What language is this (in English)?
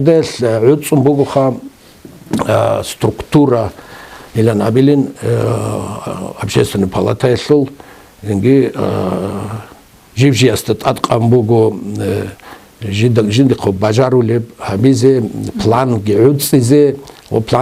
Avaric